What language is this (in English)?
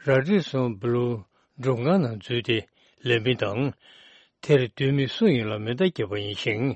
Tibetan